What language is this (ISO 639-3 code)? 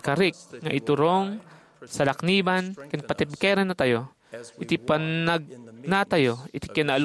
ilo